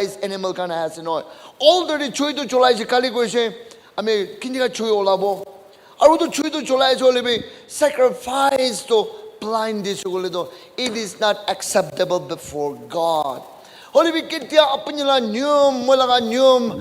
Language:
Naga Pidgin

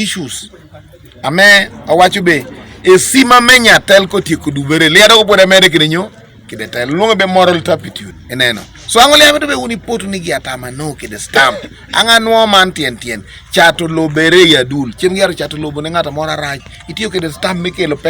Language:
Teso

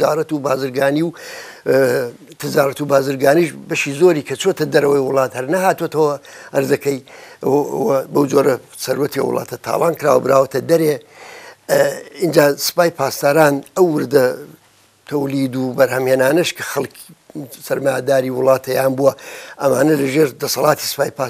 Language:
Central Kurdish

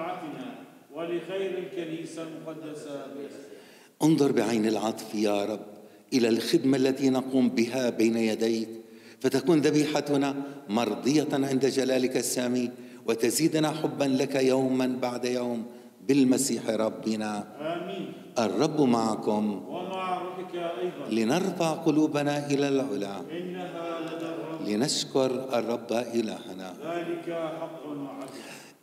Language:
Arabic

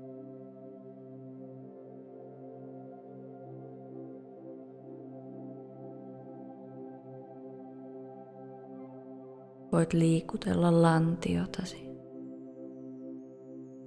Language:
Finnish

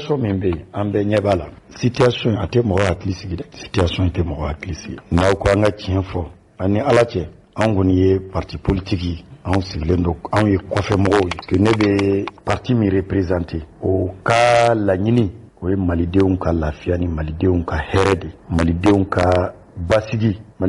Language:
Bambara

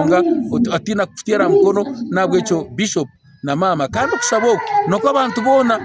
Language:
Nyankole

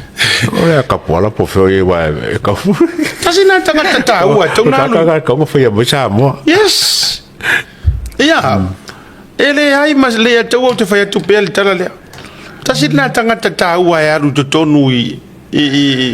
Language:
Samoan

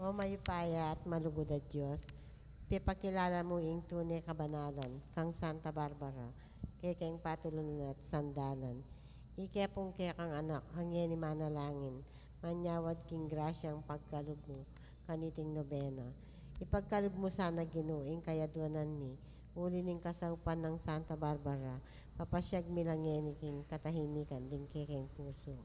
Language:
Pampanga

